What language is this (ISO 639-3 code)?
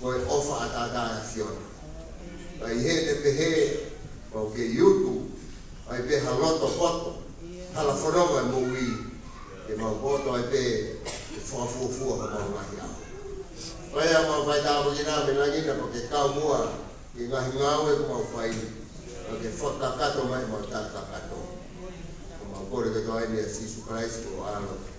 ton